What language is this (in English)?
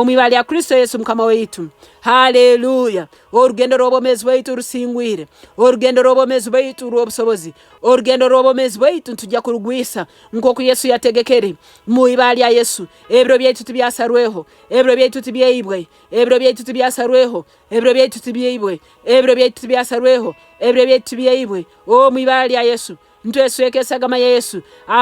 Nyoro